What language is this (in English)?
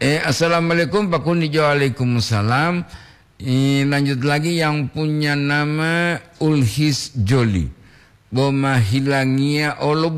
Gorontalo